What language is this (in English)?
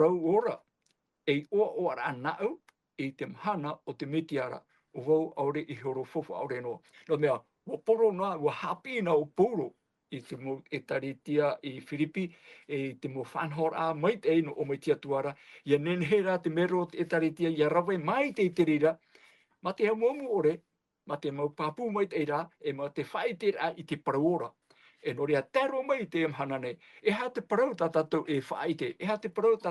Tahitian